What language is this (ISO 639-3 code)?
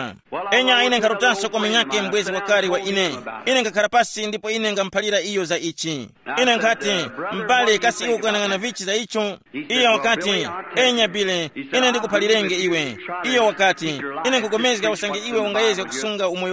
tum